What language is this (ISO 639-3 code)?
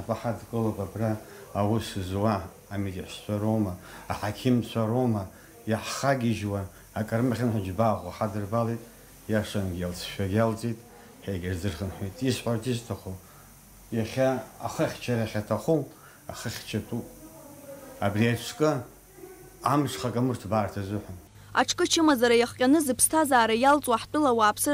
abk